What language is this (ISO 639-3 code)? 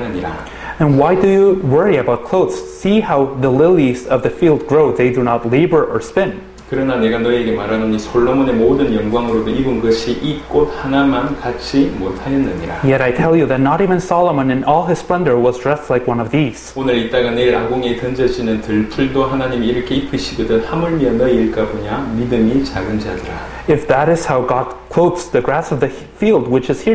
kor